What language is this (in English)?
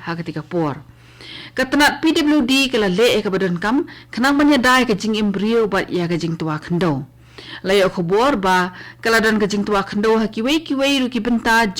Khasi